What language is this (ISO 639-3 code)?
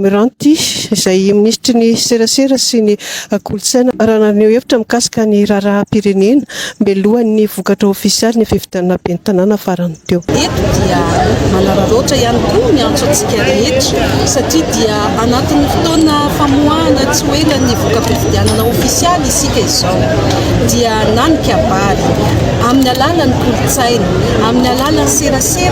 mlg